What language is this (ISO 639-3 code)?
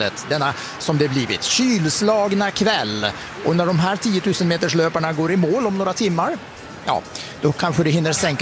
swe